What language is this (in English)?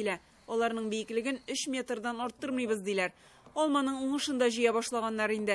Tatar